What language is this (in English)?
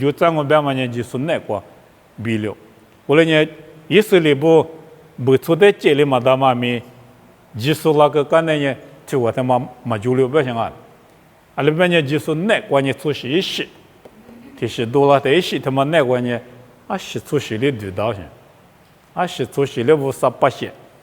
Lisu